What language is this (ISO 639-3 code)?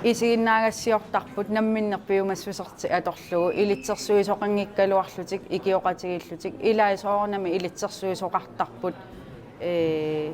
kal